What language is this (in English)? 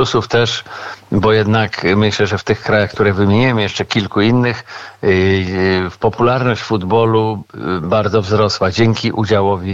Polish